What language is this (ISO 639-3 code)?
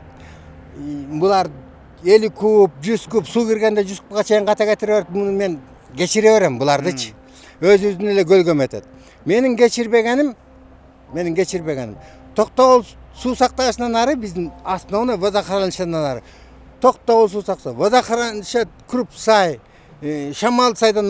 kir